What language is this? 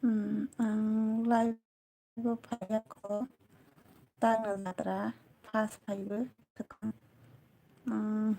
Kok Borok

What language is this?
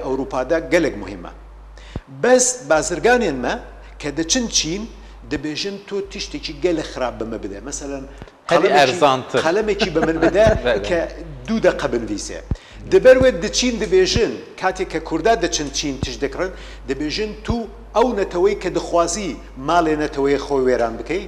Kurdish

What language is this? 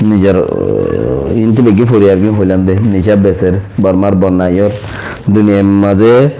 Rohingya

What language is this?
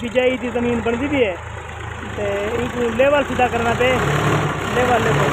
Saraiki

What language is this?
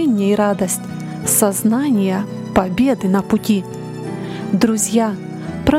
Russian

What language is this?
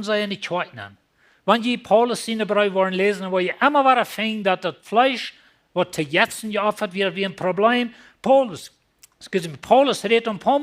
Plautdietsch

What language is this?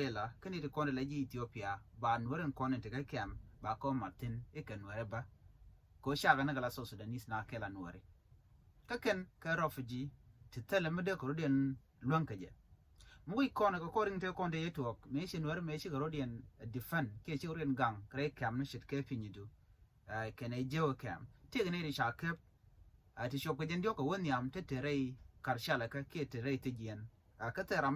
Nuer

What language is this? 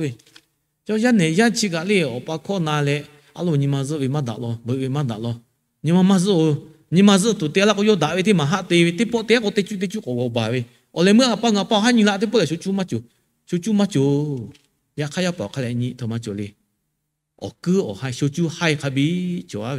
Lahu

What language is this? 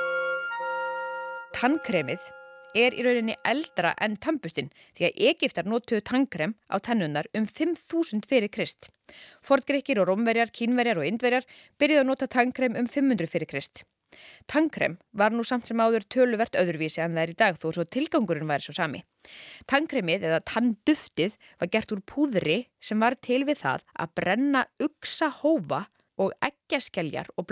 Icelandic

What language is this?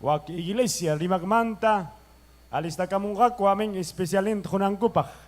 Ayacucho Quechua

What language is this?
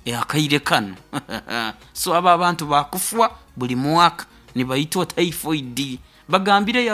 Nyoro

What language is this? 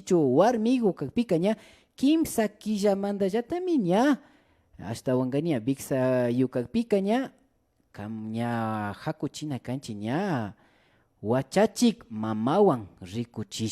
Imbabura Highland Quichua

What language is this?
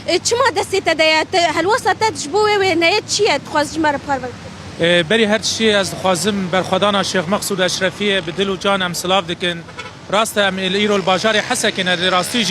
Kurdish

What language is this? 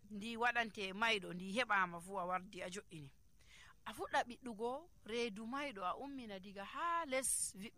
Nigerian Fulfulde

